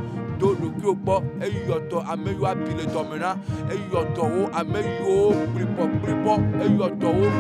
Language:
Ewe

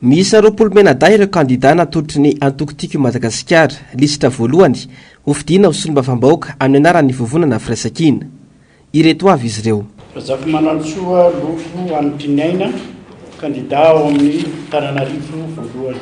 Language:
Malagasy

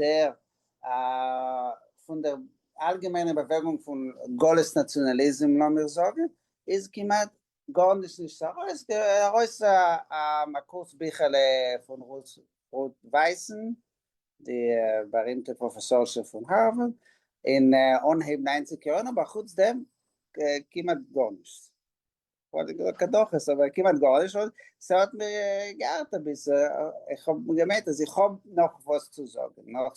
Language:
Yiddish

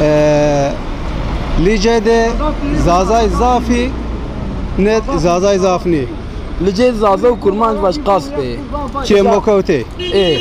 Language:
Zaza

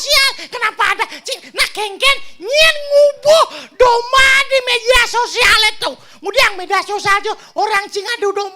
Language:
Balinese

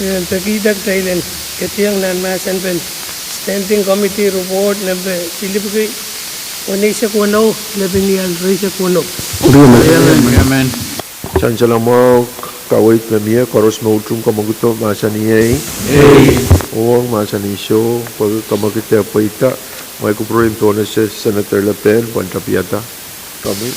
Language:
Pohnpeian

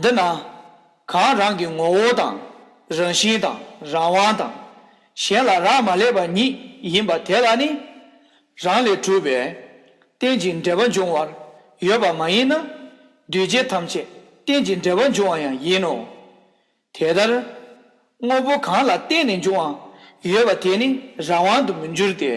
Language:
Tibetan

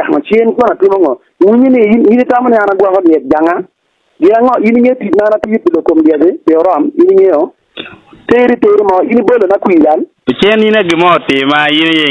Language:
Acoli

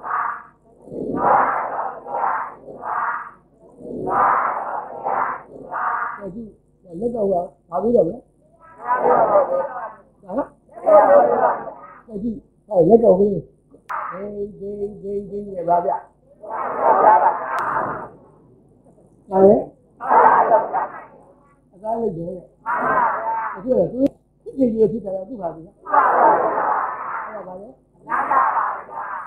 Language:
Burmese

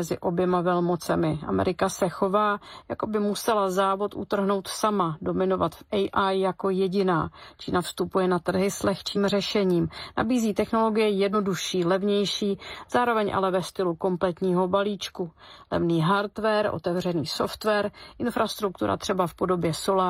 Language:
Czech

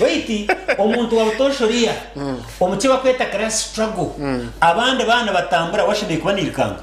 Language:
Nyankole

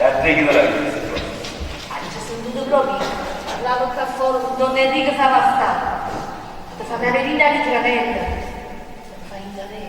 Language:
Neapolitan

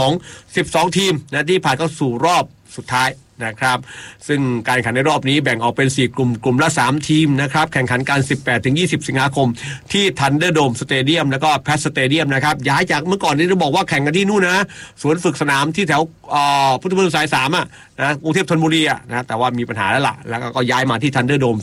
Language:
Thai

